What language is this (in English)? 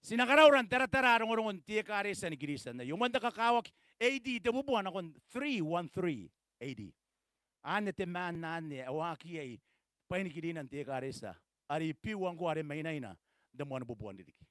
Gilbertese